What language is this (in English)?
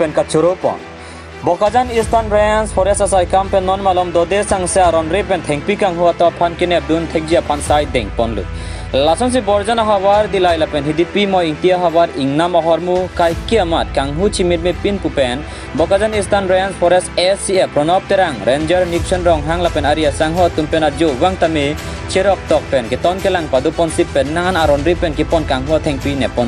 Karbi